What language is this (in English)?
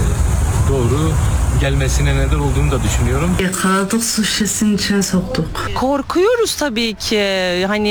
Turkish